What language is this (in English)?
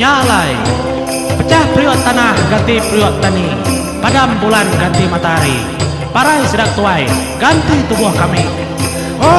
Iban